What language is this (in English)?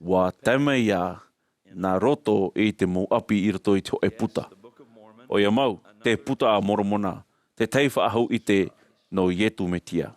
Tahitian